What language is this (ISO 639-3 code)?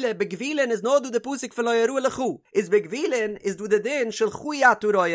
yid